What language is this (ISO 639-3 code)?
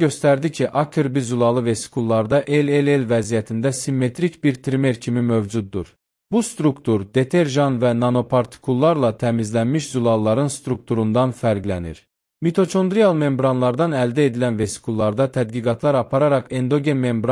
aze